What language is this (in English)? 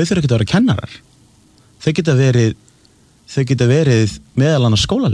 Icelandic